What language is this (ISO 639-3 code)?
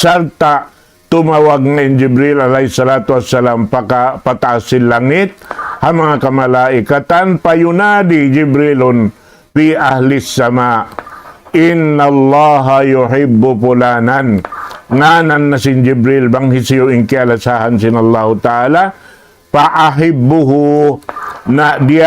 tsg